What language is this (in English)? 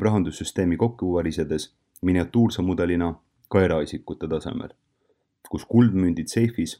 Estonian